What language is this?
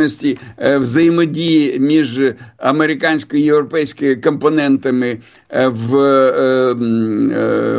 Ukrainian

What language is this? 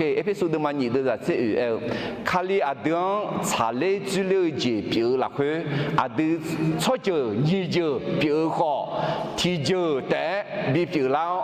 Akha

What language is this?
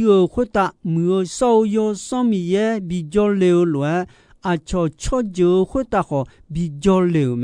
Akha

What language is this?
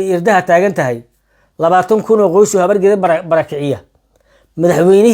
Somali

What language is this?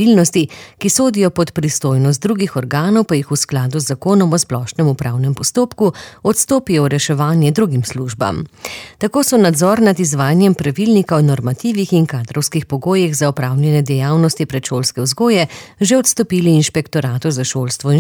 Slovenian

